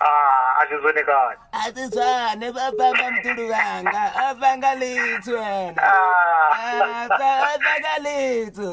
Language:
Venda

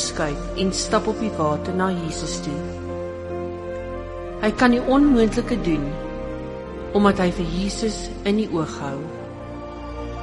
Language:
Afrikaans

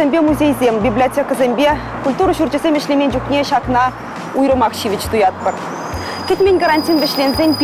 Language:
Chuvash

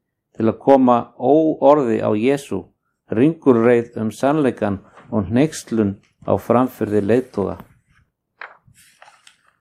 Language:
Icelandic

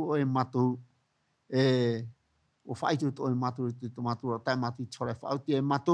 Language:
Tahitian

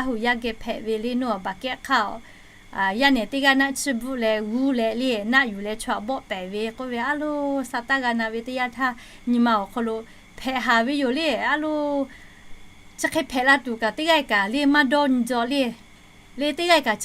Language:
Lahu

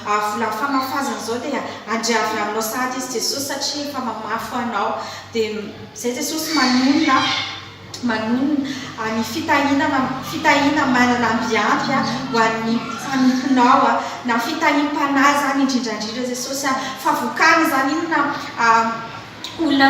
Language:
Malagasy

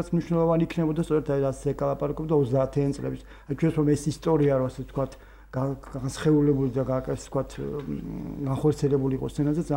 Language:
Georgian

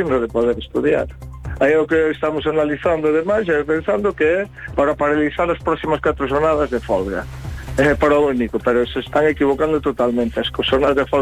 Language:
Galician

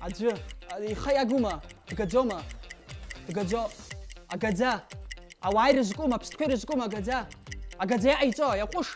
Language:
Abkhazian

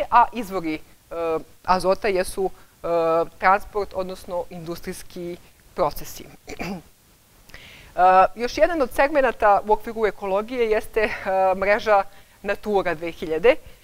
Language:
Serbian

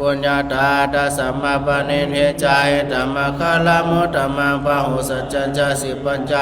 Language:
Pali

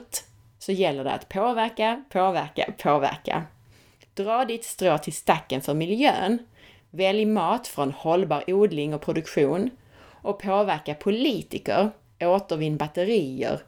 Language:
Swedish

